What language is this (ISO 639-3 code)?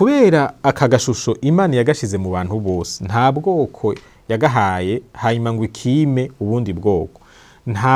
run